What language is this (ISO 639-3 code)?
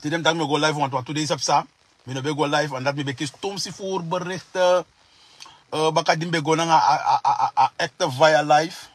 srn